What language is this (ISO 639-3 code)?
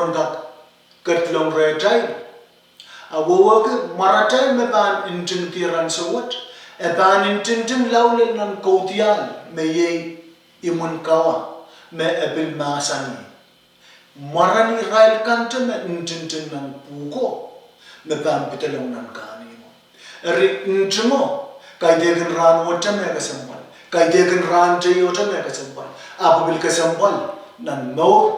pon